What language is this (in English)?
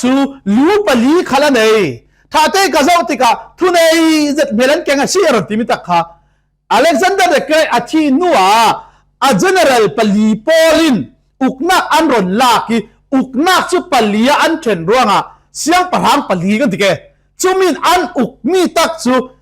Falam Chin